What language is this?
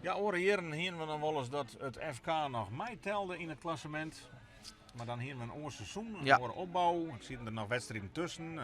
Western Frisian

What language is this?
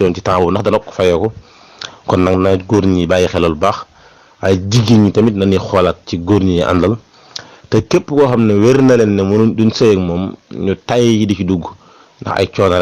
Wolof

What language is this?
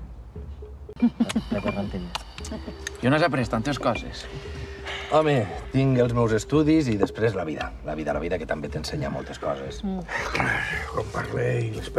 Catalan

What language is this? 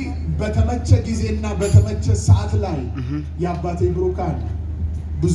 Amharic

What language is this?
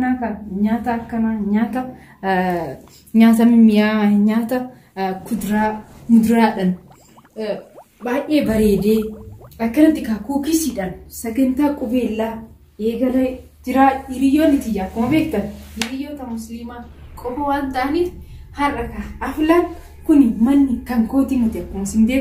Oromo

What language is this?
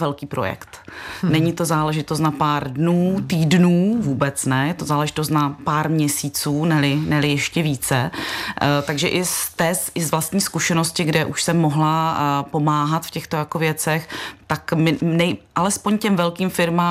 Czech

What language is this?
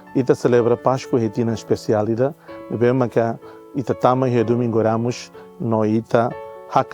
Tetum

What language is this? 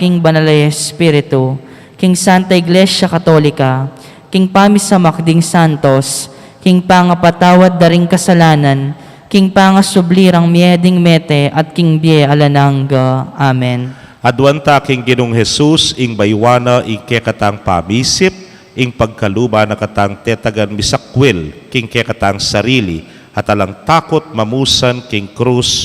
Pampanga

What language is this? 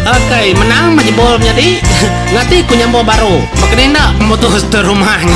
Iban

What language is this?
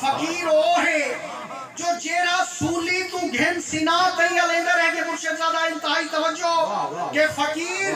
Saraiki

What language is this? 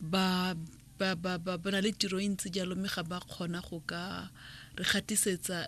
Tswana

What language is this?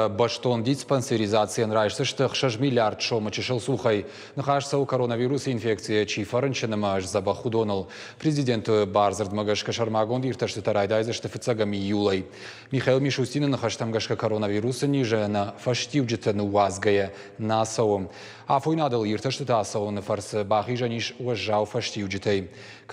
Ossetic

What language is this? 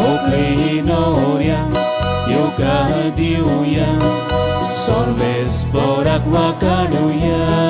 Konkani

